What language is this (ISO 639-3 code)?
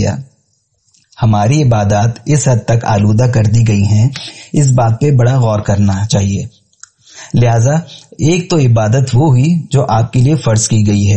urd